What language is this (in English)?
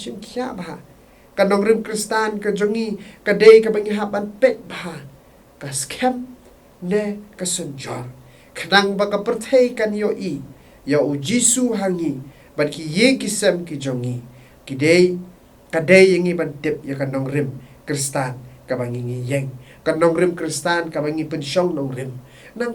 Khasi